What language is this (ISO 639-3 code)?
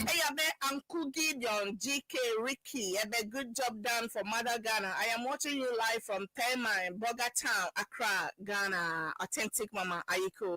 ewe